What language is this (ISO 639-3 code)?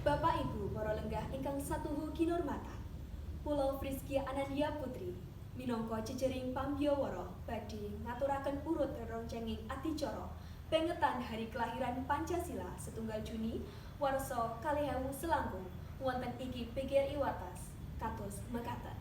jav